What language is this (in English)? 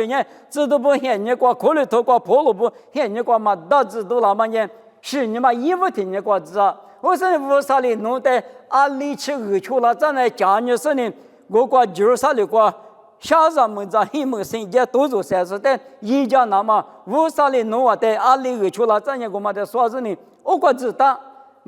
Lisu